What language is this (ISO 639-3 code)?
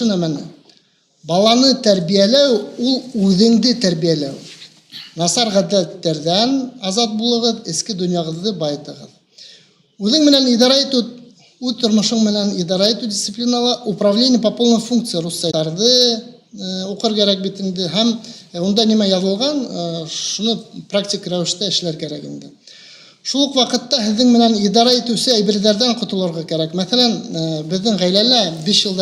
bak